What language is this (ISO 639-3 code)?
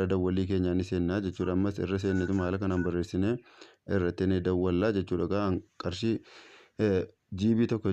orm